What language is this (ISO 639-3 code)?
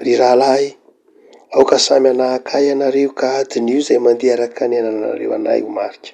mlg